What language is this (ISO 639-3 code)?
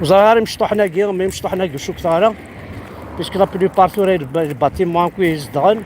kab